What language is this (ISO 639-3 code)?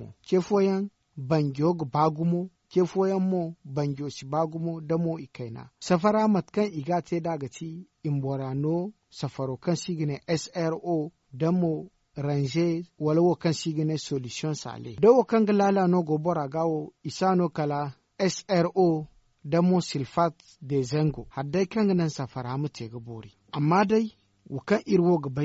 dje